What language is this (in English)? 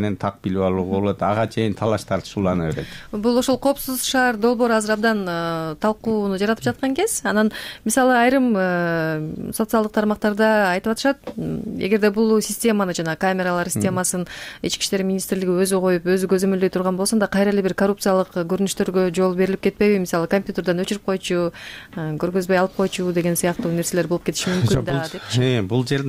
Kyrgyz